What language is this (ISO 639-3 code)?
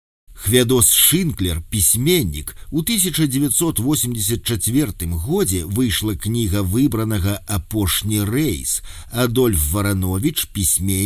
bel